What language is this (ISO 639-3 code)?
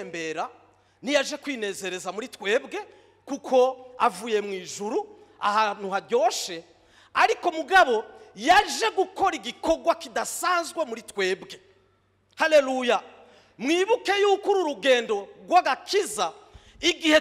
run